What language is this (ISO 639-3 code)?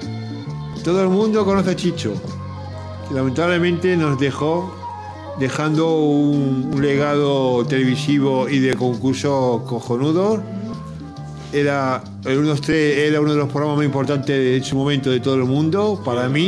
spa